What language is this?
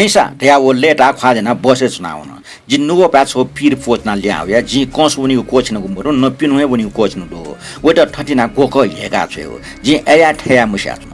Newari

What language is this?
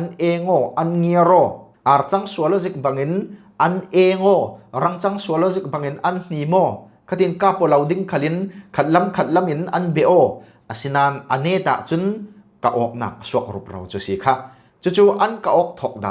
Falam Chin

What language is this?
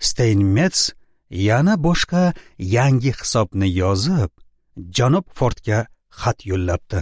Uzbek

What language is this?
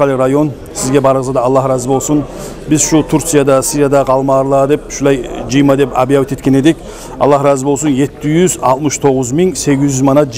Kumyk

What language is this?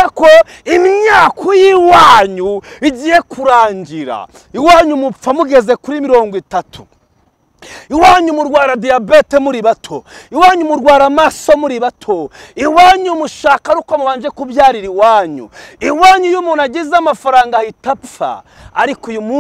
Kinyarwanda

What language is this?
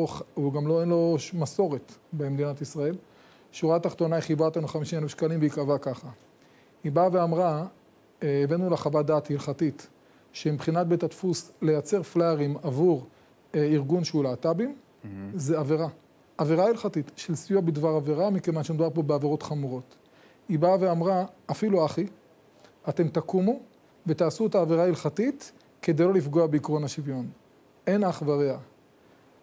Hebrew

